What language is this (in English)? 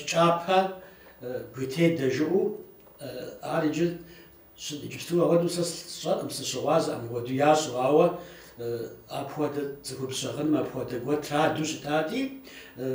Kabardian